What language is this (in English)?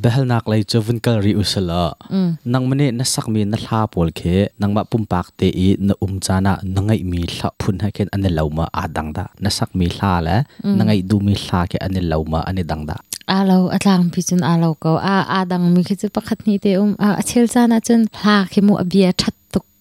Hakha Chin